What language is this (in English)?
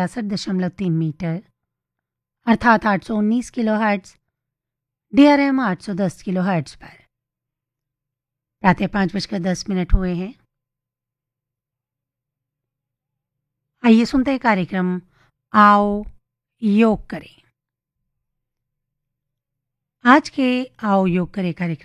Hindi